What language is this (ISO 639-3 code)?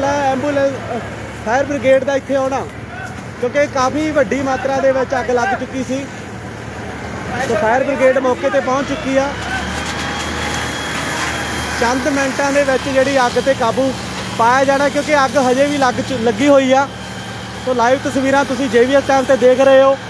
pan